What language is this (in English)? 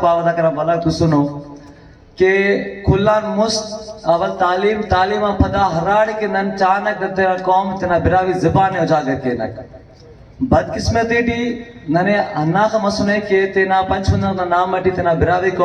Brahui